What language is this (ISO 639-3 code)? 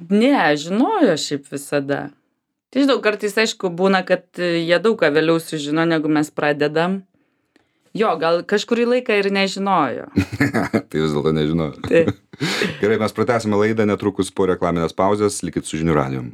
lit